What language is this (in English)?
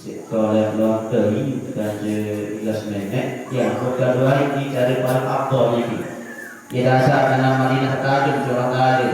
Sasak